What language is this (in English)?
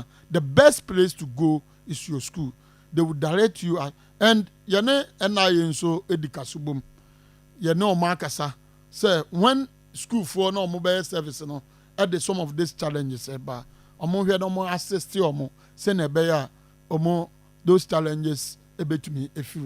Akan